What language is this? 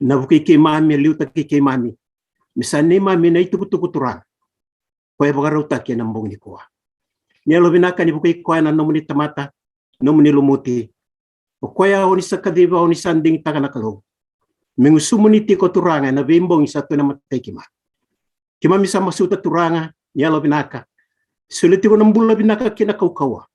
Fijian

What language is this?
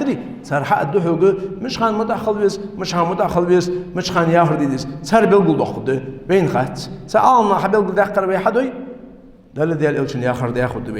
Ingush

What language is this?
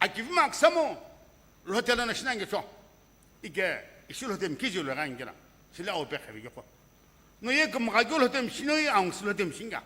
Sumi Naga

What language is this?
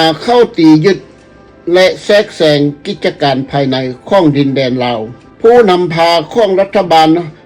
Lao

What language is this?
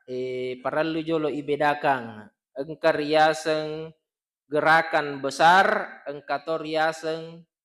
Buginese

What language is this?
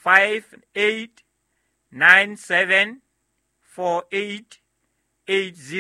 Southern Sotho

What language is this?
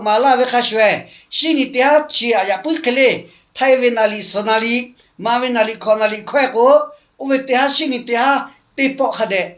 Lahu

